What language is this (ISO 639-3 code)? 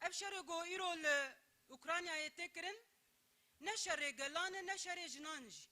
kur